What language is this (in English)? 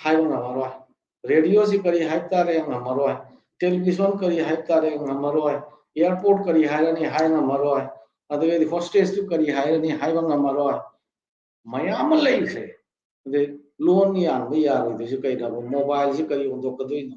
Manipuri